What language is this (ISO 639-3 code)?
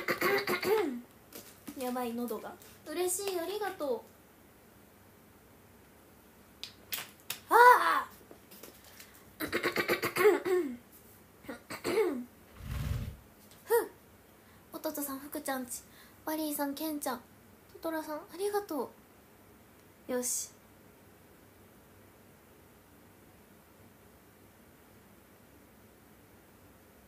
jpn